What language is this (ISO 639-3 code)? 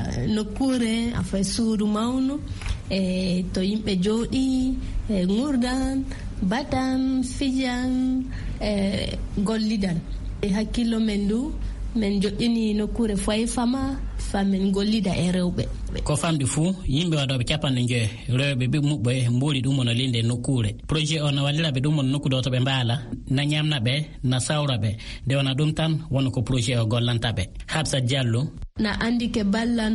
ful